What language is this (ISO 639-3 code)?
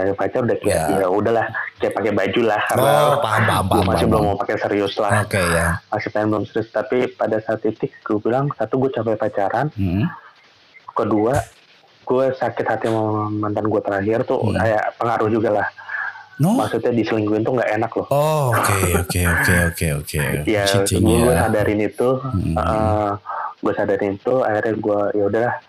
ind